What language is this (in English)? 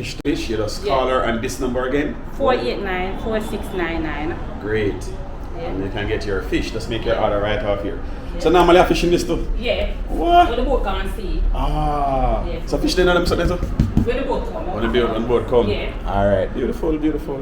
Jamaican Creole English